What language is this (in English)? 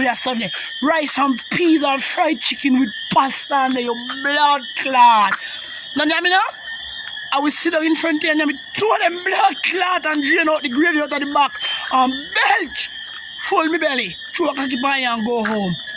Jamaican Creole English